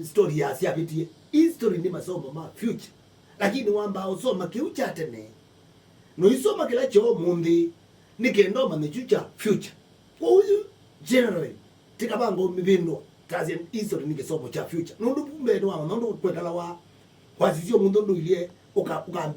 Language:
Kamba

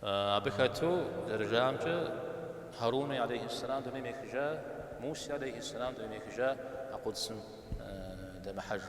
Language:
Kabardian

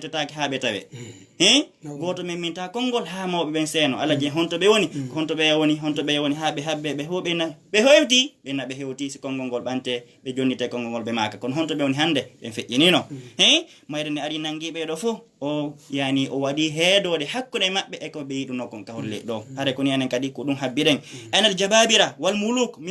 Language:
Fula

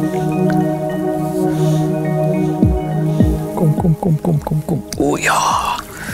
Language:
Afrikaans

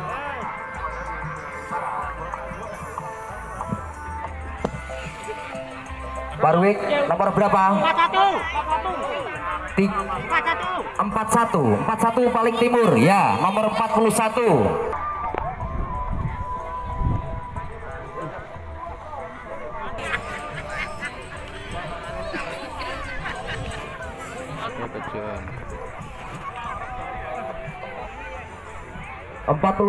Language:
Indonesian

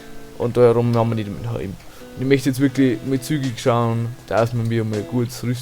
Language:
Bavarian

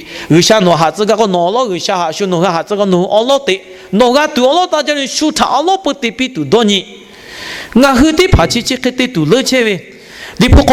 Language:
Lahu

